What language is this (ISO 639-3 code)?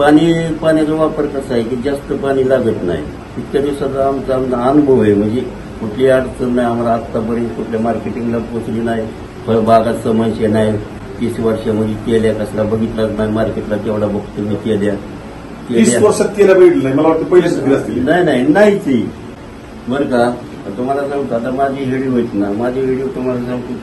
mar